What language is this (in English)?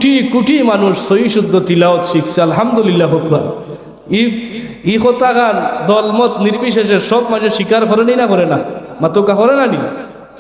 Sylheti